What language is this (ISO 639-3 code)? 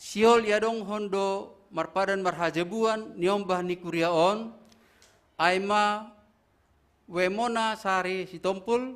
bts